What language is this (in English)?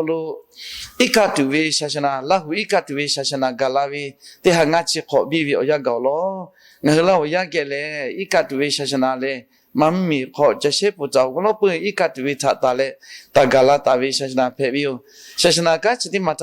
Lahu